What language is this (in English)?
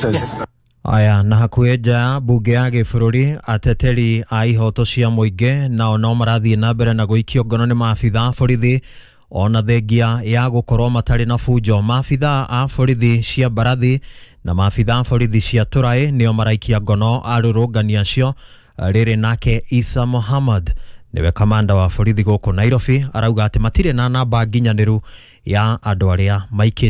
Kikuyu